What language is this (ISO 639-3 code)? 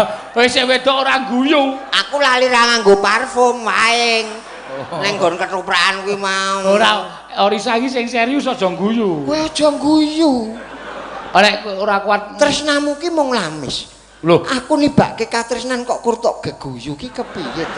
jav